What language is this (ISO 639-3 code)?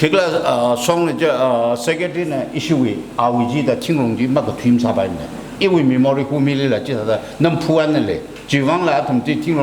nmf